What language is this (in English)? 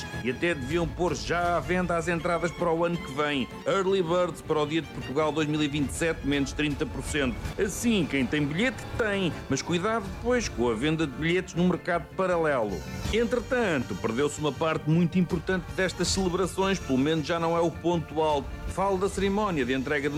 Portuguese